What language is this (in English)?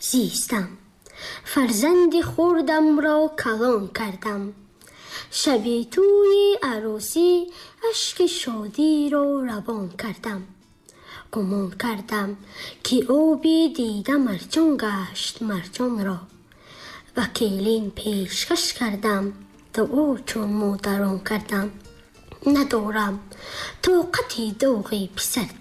Tajik